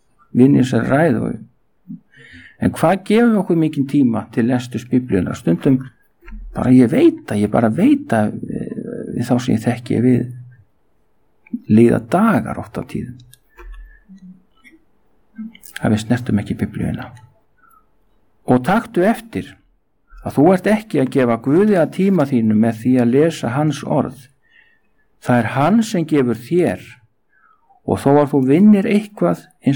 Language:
Icelandic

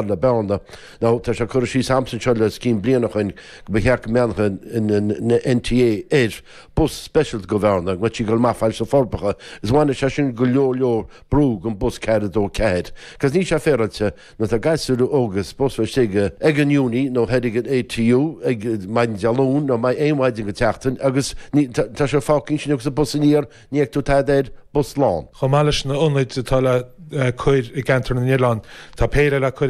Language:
Irish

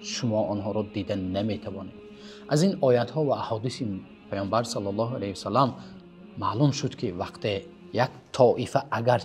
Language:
Tajik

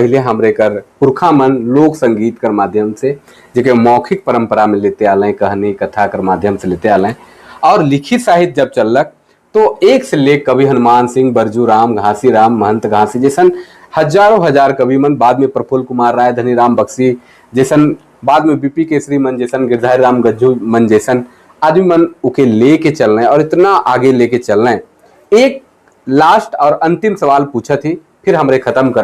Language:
Sadri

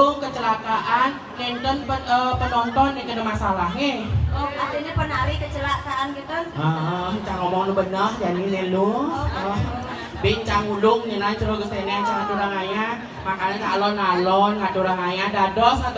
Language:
Balinese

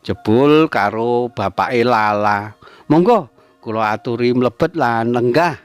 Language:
Javanese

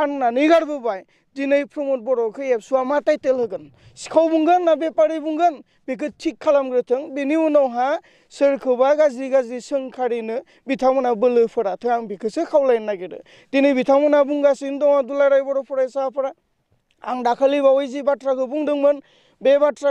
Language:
Bodo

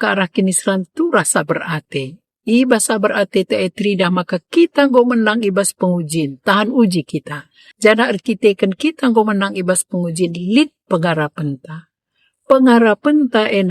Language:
Batak Karo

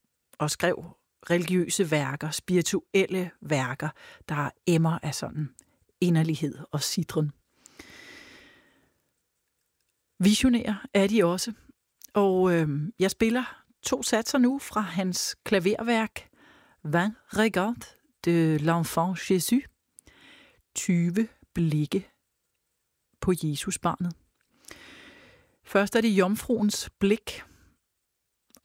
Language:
Danish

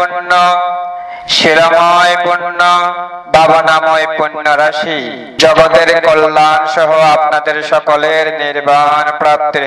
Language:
Bangla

